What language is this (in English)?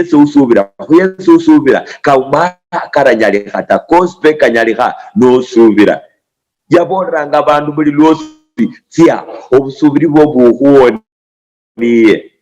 Luyia